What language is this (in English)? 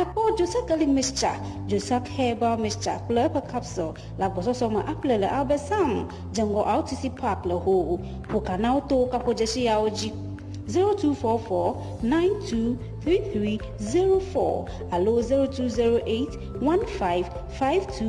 Ewe